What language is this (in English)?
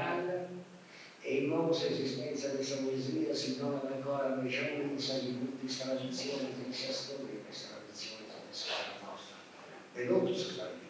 Sardinian